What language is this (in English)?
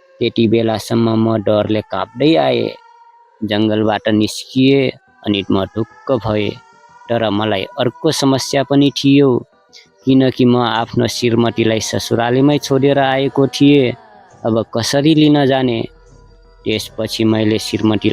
Nepali